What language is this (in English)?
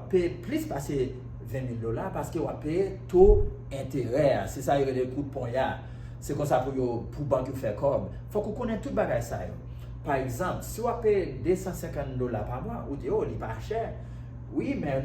Haitian Creole